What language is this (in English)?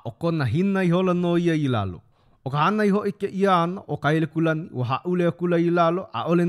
Hawaiian